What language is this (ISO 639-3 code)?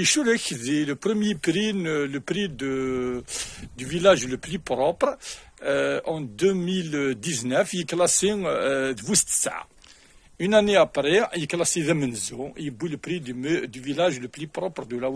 kab